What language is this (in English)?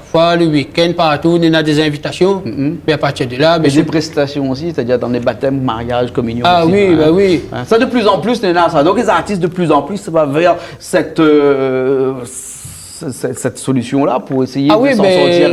Réunion Creole French